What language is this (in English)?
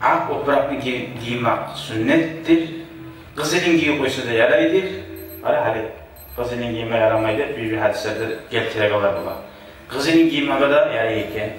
Kumyk